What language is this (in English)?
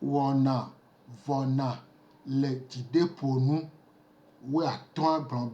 Gen